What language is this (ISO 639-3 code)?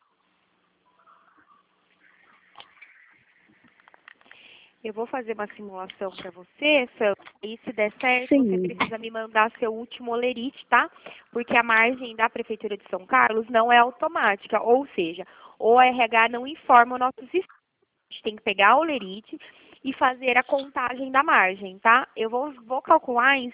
por